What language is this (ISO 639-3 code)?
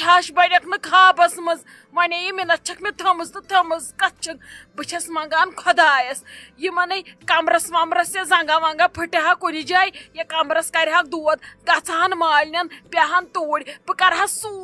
kas